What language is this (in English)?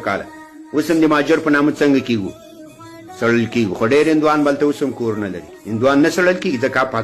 Pashto